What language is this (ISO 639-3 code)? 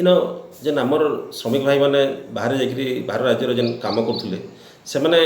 ori